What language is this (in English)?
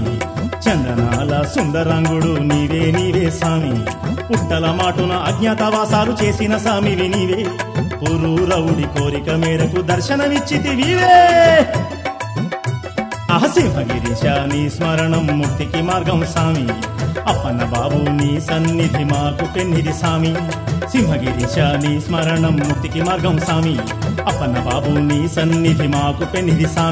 Telugu